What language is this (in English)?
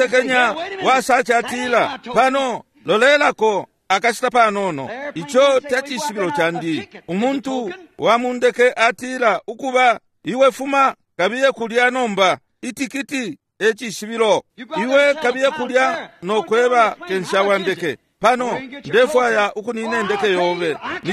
Bemba